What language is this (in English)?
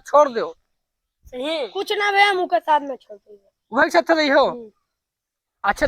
Awadhi